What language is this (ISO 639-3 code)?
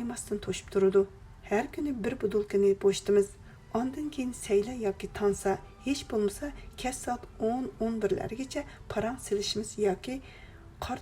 uig